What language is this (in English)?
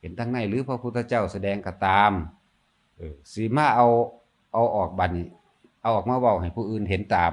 Northeastern Thai